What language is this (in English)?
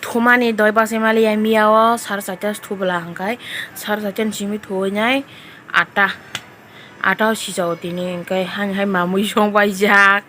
Kok Borok